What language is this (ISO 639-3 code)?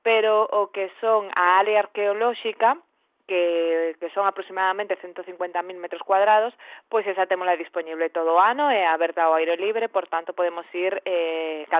glg